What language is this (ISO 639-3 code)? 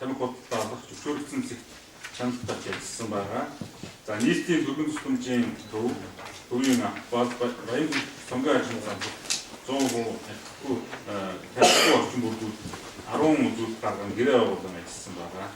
mon